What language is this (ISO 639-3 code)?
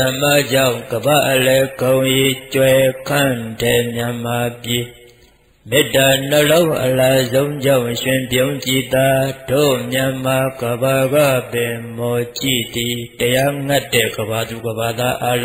mya